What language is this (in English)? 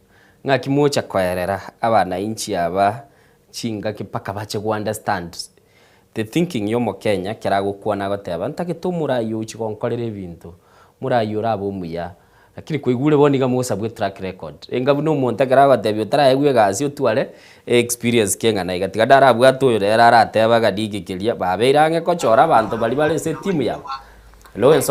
Gusii